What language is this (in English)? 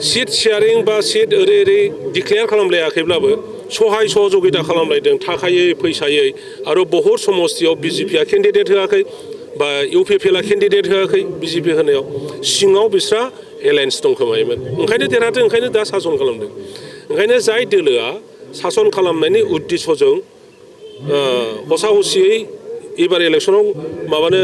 Bodo